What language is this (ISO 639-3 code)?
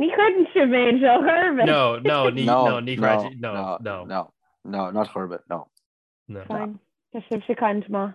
gle